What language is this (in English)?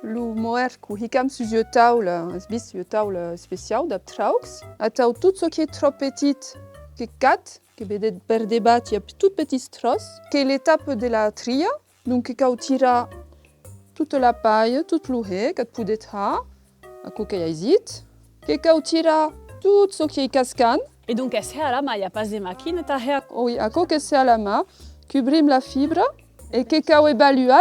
Occitan